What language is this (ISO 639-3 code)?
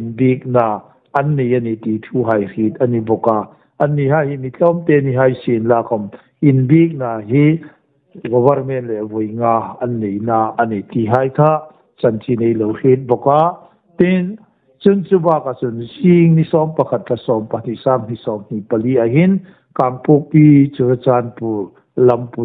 hmr